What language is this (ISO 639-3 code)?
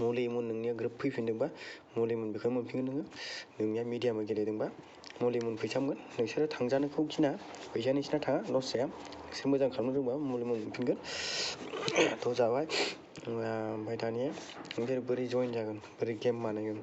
brx